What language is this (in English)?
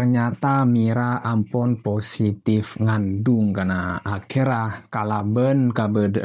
Madurese